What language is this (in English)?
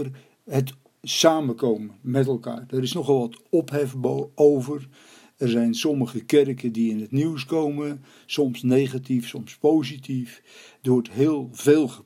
Dutch